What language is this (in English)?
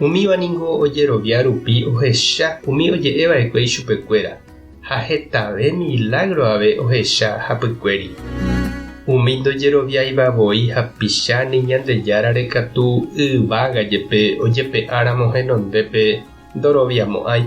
Guarani